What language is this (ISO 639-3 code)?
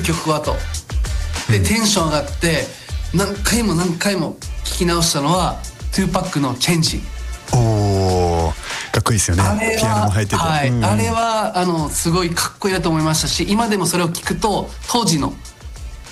jpn